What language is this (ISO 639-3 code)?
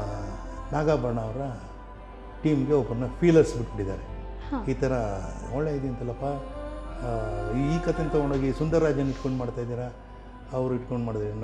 kan